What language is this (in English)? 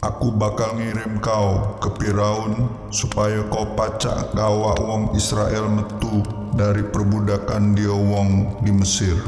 Musi